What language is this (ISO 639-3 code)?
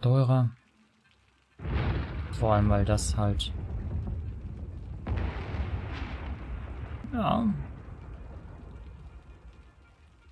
deu